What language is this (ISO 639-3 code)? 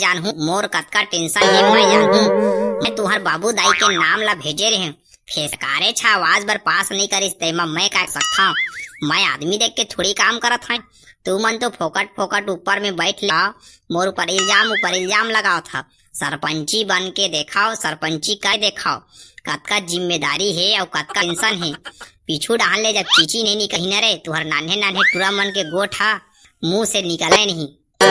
hne